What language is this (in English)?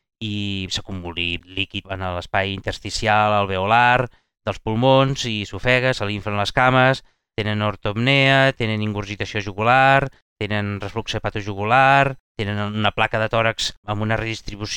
Catalan